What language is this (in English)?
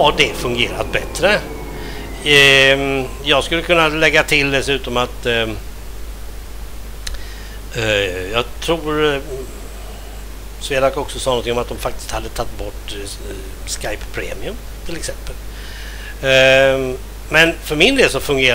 Swedish